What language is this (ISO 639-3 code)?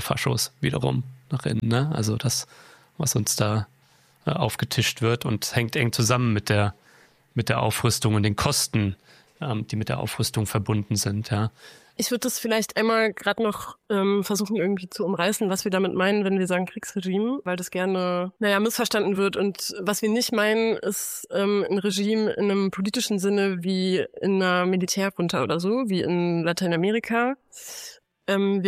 deu